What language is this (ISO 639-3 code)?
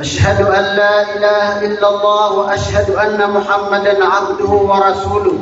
mrw